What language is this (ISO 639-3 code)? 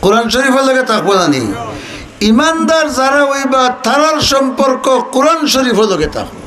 syl